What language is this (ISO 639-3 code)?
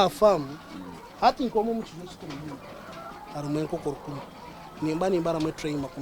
nyn